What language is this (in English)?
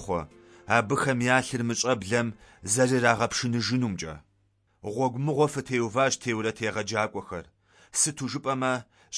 Kabardian